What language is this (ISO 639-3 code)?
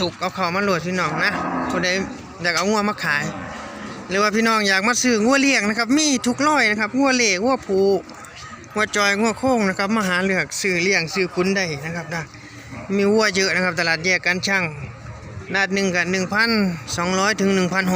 tts